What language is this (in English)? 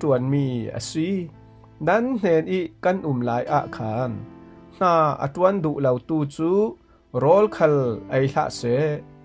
Falam Chin